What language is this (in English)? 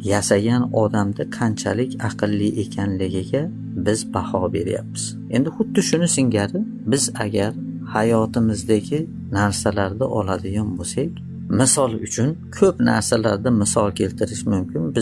Uzbek